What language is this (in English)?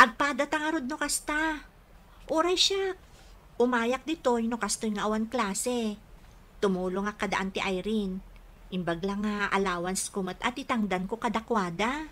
Iloko